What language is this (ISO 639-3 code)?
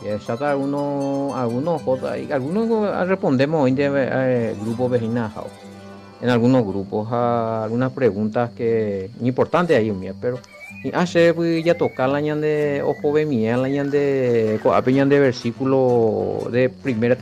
grn